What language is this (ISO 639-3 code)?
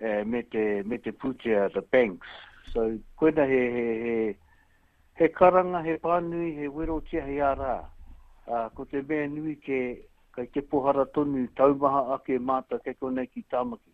mri